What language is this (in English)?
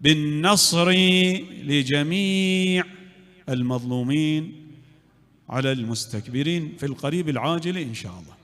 Mesopotamian Arabic